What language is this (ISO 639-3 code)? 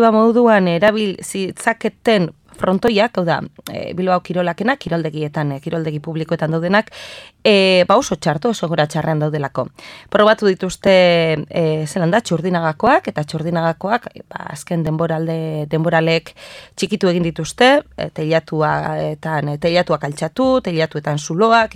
eus